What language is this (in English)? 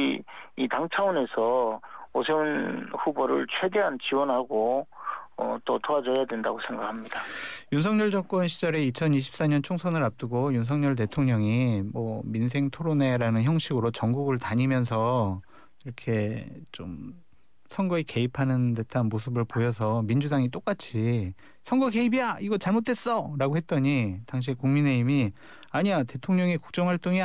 Korean